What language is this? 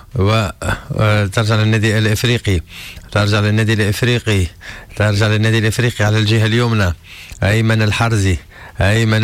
Tunisian Arabic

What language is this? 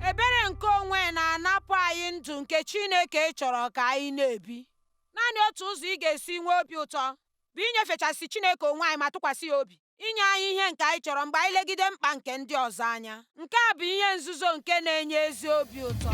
Igbo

